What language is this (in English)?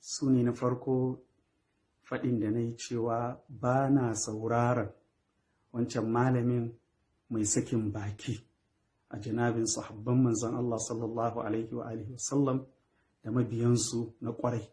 Hausa